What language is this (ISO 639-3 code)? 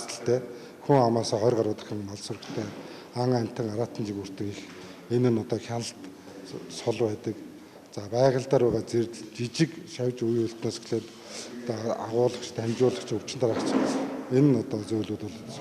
mon